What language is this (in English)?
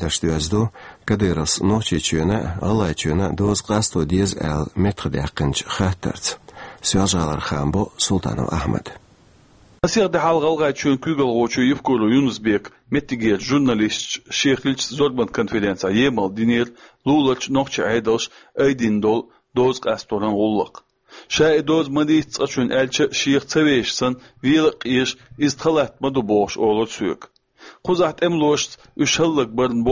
Chechen